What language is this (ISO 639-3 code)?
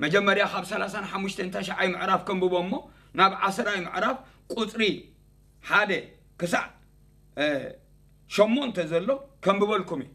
tir